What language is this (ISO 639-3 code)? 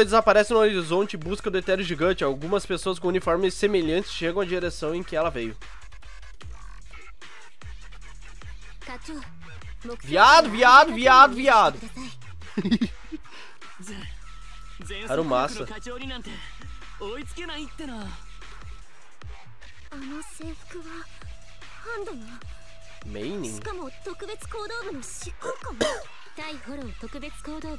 por